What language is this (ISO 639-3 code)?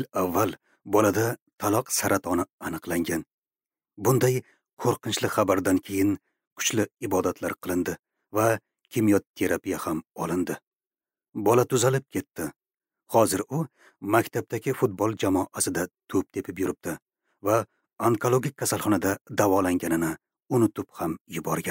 uzb